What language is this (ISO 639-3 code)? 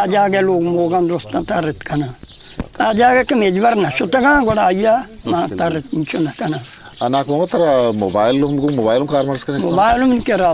bgp